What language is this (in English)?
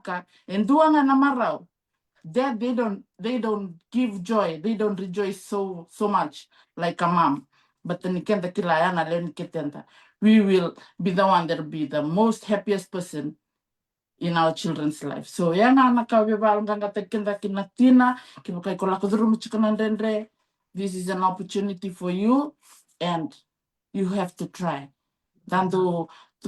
Fijian